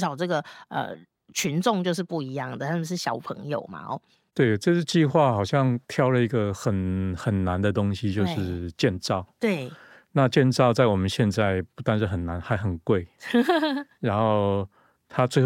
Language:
Chinese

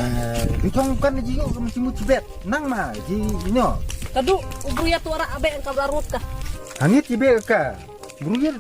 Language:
Khasi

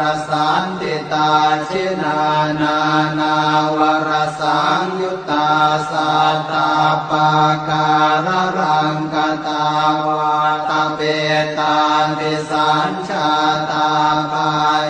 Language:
Pali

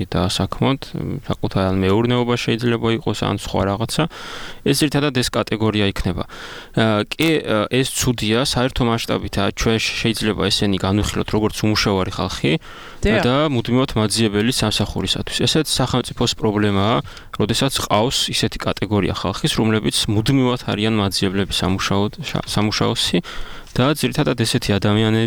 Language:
Georgian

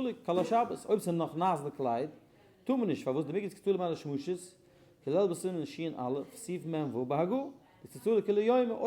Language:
Yiddish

